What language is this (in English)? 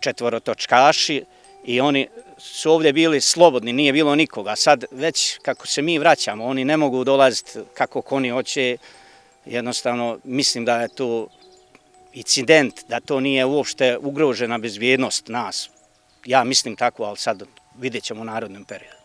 Bosnian